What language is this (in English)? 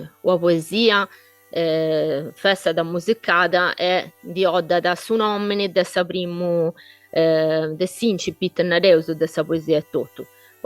Sardinian